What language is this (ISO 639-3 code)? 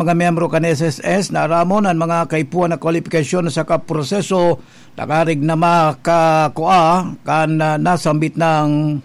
bik